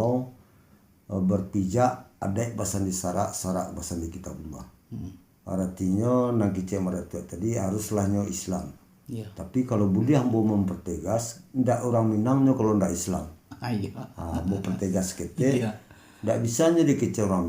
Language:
Minangkabau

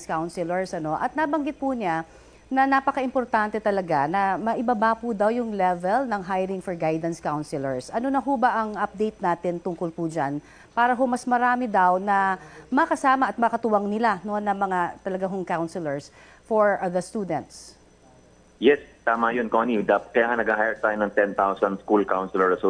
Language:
Filipino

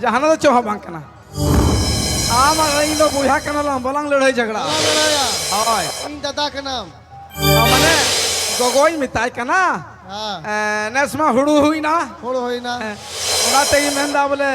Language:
Santali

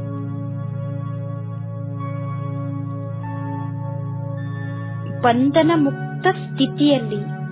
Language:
Kannada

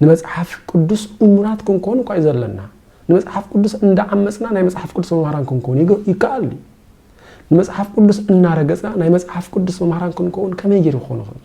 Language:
Tigrinya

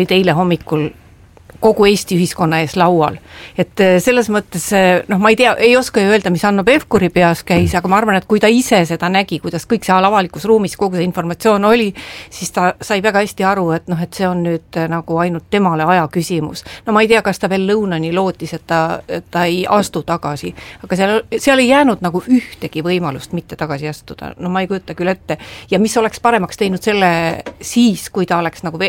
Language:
Estonian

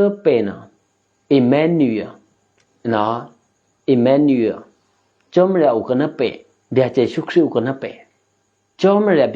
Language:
Eastern Kayah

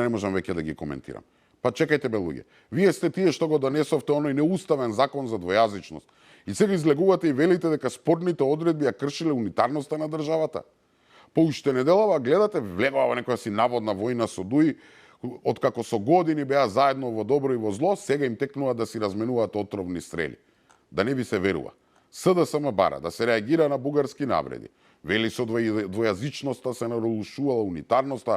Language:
Macedonian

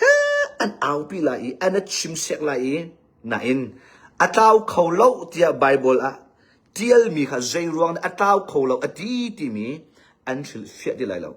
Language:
Hakha Chin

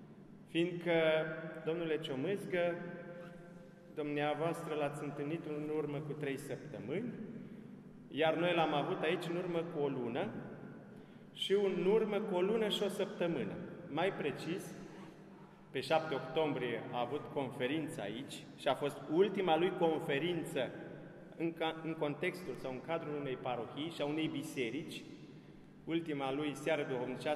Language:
Romanian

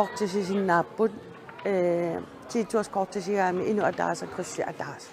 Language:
Kalaallisut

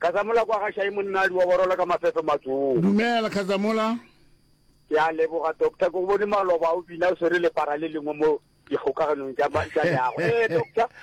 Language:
Northern Sotho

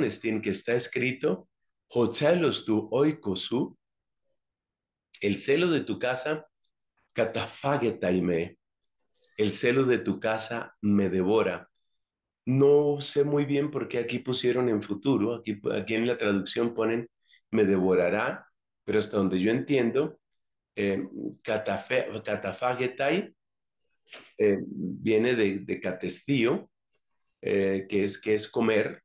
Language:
Spanish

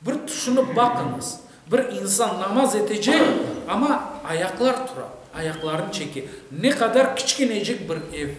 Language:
Crimean Tatar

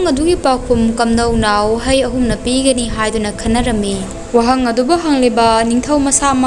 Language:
Manipuri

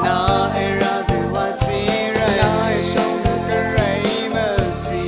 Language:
Rawang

